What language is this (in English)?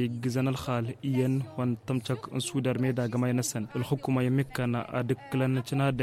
Tamasheq